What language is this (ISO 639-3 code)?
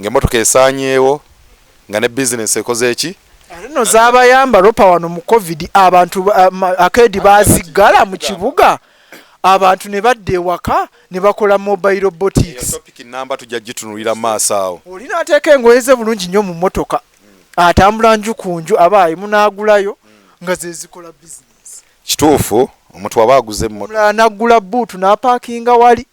lug